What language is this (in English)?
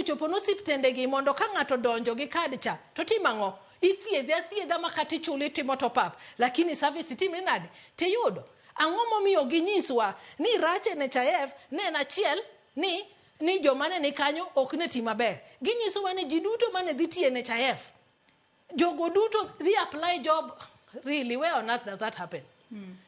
Luo (Kenya and Tanzania)